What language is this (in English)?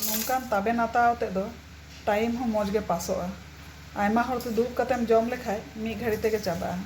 Santali